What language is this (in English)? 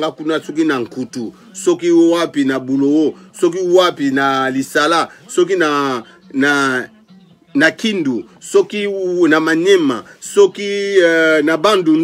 Lingala